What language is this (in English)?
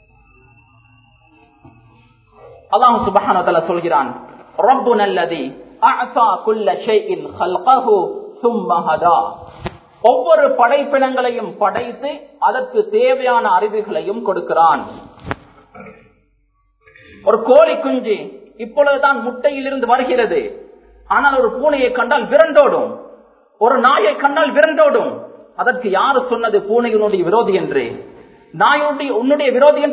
Tamil